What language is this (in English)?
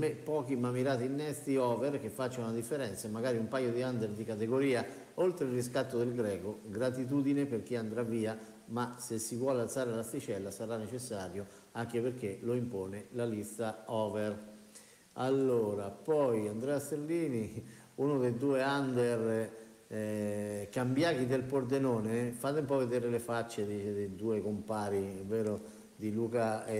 Italian